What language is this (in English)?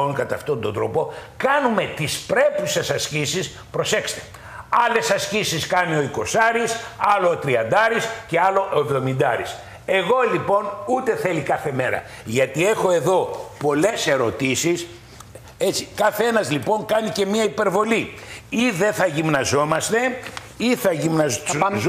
Greek